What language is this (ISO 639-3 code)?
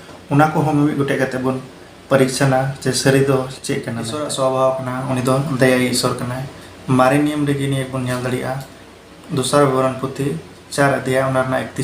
sat